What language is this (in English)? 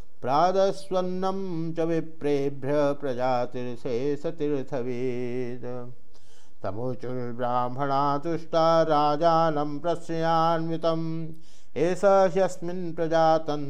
Sanskrit